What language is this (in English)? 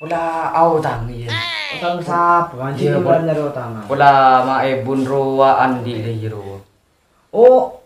Madurese